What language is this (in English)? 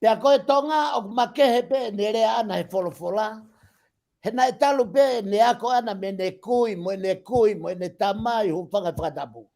Tongan